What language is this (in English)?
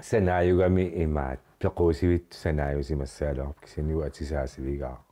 Kalaallisut